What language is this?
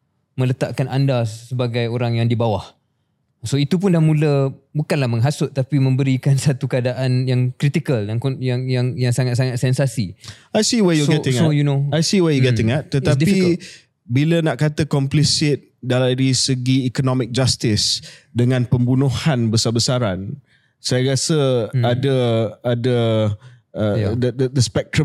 Malay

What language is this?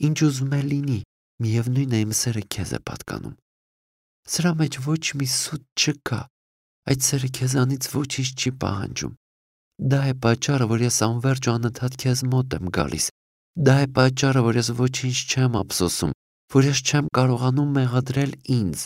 Armenian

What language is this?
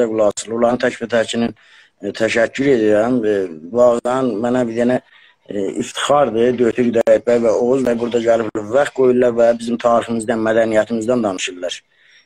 South Azerbaijani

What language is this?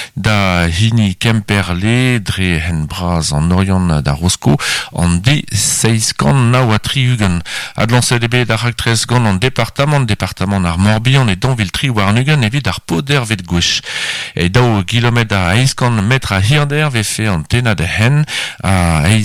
Breton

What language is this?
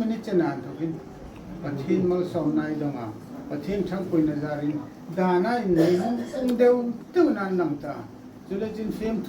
Hmar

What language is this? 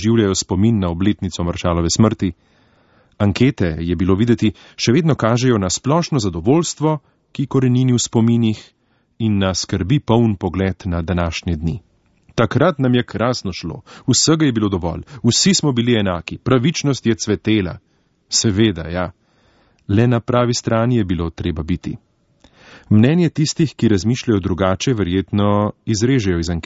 Slovenian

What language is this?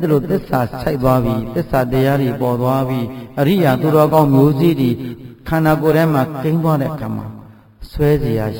Burmese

